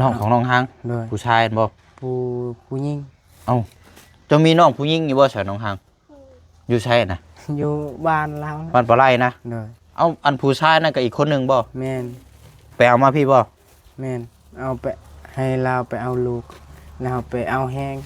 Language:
Lao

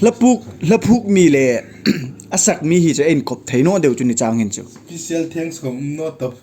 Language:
Hmar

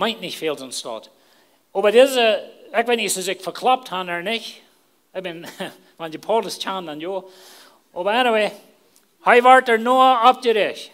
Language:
Plautdietsch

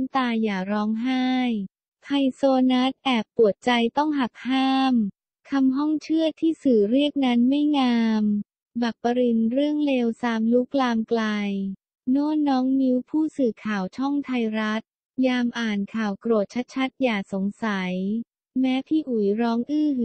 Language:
Thai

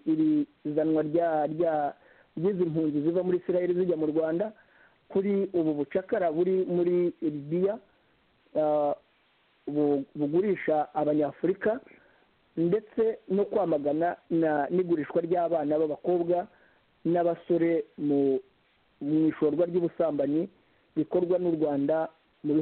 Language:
Kinyarwanda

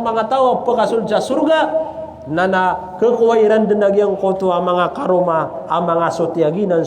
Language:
Maranao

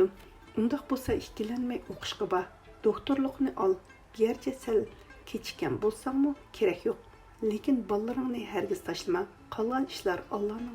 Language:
Uyghur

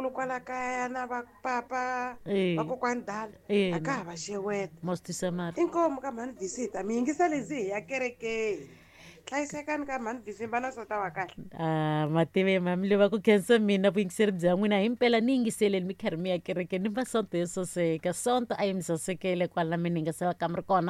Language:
Tsonga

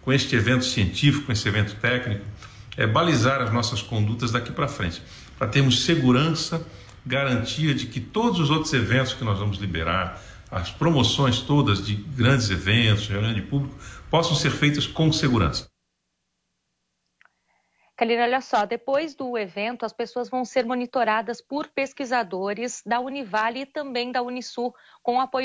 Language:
Portuguese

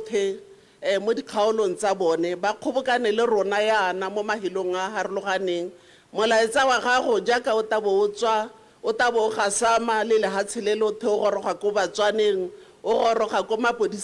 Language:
Tswana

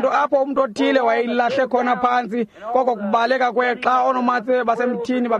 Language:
Xhosa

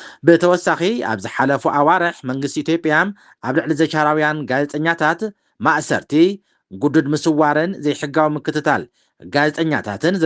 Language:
Tigrinya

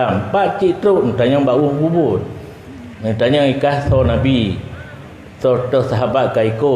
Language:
Achinese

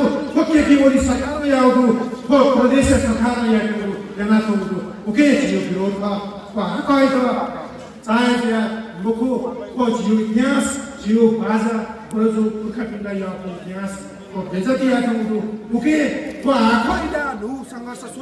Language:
Newari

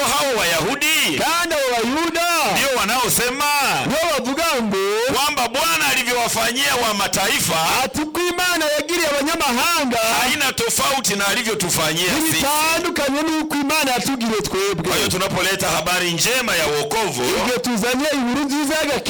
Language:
Swahili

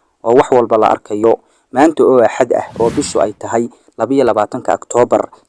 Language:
Somali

